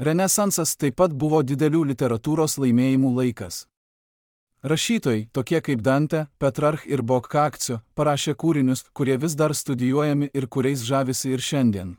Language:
Lithuanian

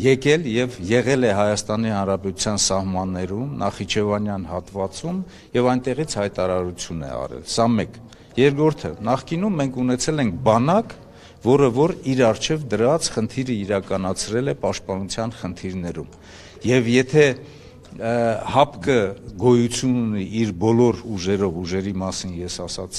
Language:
Armenian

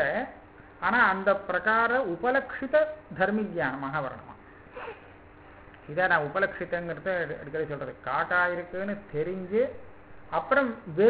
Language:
Tamil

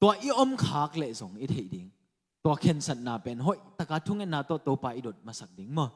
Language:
Tedim Chin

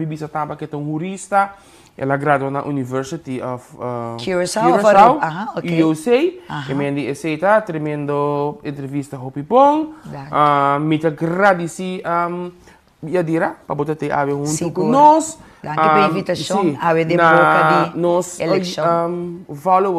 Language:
Papiamento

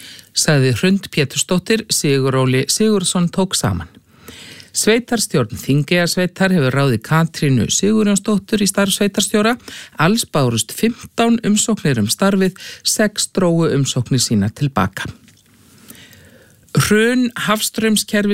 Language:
Icelandic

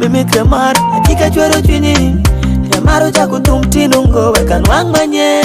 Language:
Nyoro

